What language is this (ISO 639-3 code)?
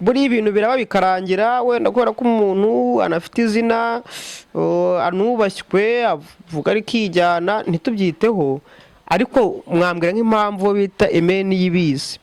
kin